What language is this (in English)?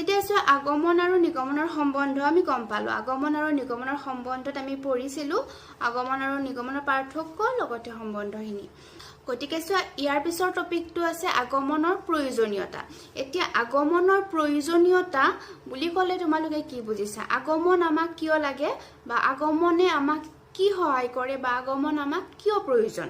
Assamese